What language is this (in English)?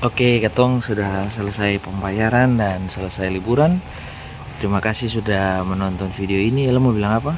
Ambonese Malay